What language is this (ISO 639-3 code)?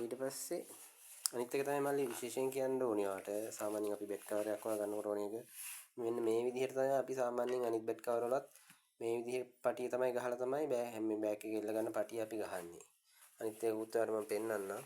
sin